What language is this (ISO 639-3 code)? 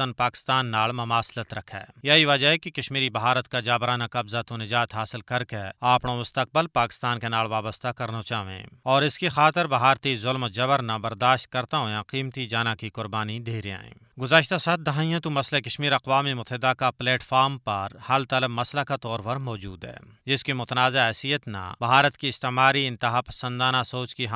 gju